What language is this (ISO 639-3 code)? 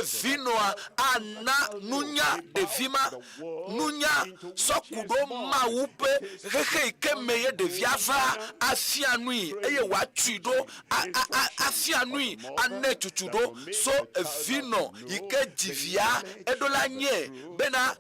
ewe